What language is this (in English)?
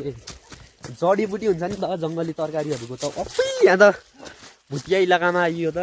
Nepali